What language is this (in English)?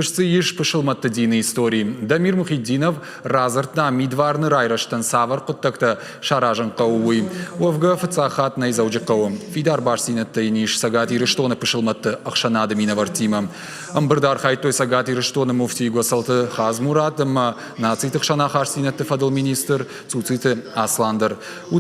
Ossetic